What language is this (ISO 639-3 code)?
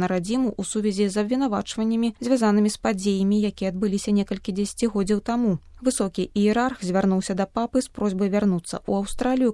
bel